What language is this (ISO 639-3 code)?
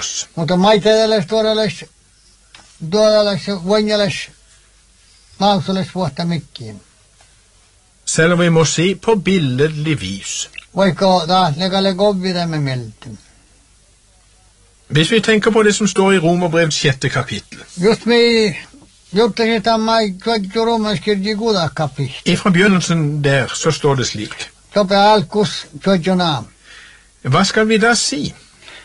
nor